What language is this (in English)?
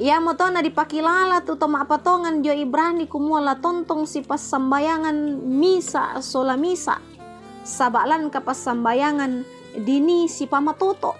Toraja-Sa'dan